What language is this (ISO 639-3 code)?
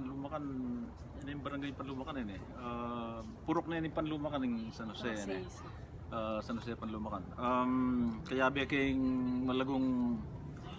pam